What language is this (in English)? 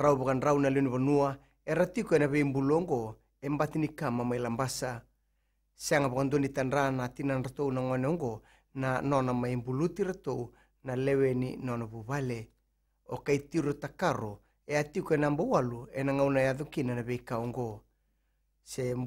Fijian